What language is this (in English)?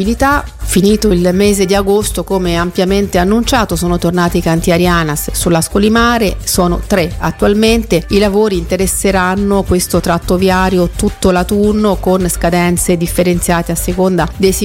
Italian